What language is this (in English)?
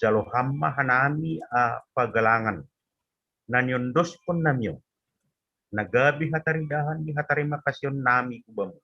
Batak Simalungun